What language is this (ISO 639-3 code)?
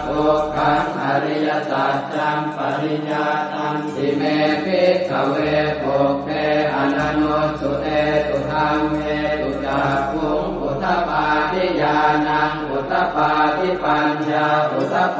pli